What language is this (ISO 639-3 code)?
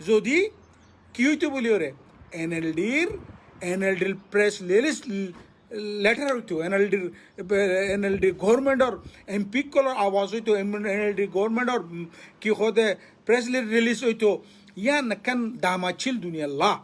rhg